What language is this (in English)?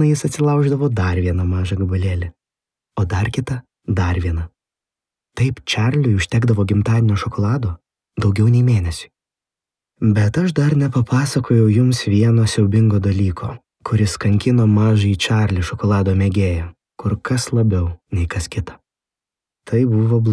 Lithuanian